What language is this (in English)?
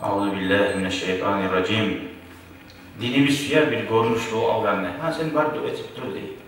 Kumyk